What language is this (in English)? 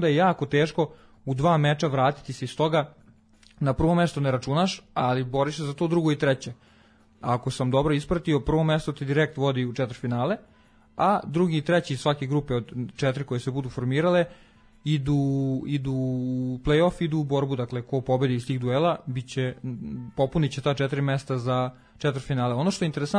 Serbian